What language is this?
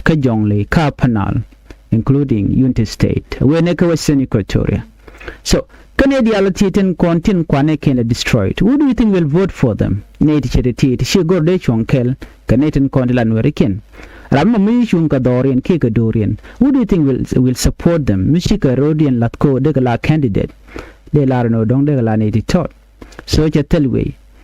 Nuer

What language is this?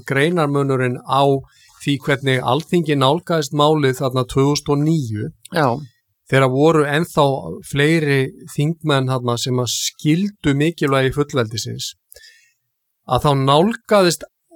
Icelandic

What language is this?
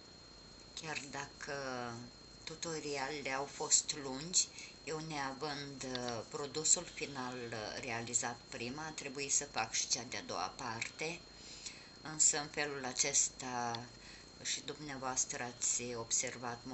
Romanian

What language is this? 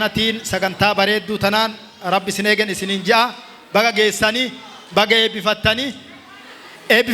Oromo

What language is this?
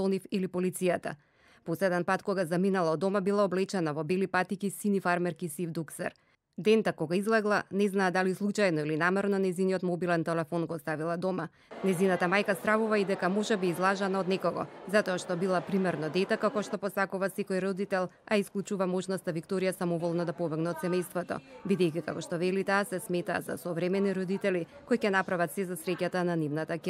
Macedonian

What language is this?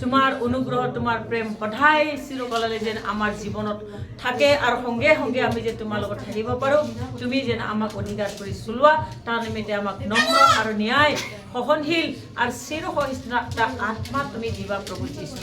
Assamese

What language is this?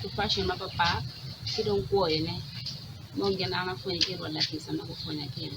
Acoli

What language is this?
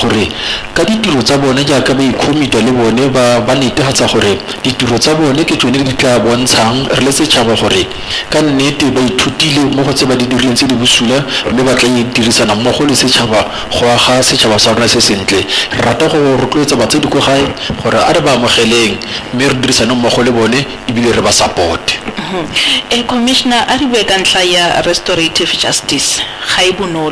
Tswana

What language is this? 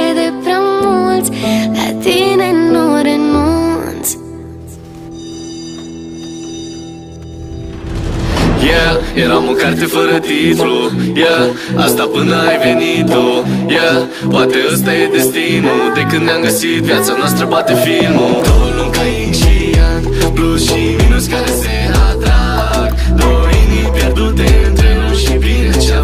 Romanian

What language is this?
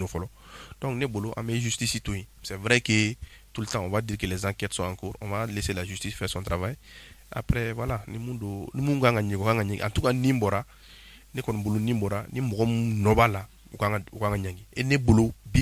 Bambara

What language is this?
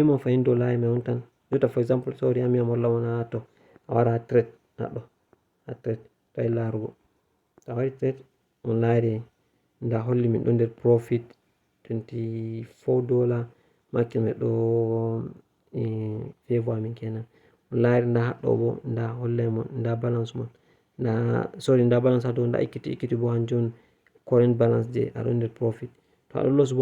Fula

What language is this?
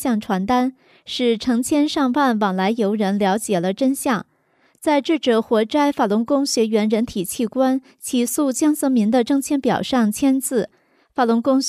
Chinese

